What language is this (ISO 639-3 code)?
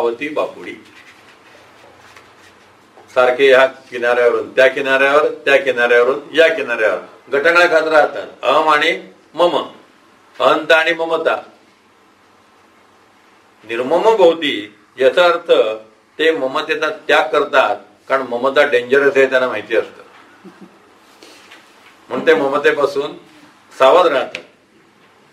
mar